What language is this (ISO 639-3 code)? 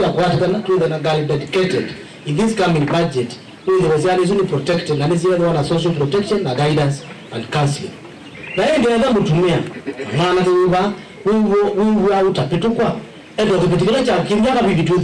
kam